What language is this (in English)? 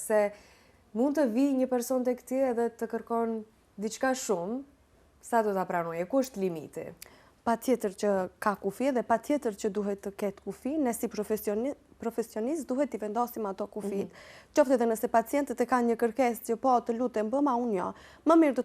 Albanian